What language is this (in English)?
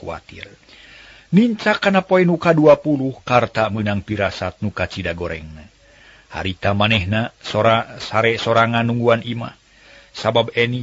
Sundanese